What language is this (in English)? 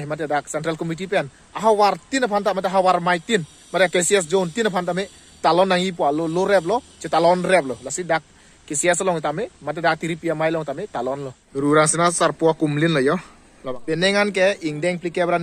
Karbi